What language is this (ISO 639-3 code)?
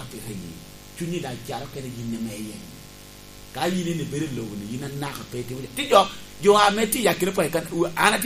laj